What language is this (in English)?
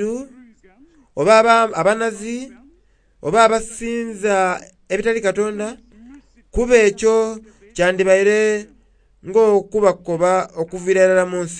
Soga